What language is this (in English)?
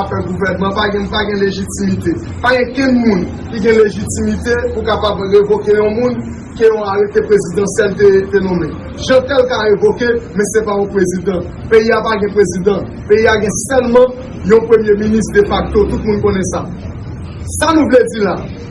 Haitian Creole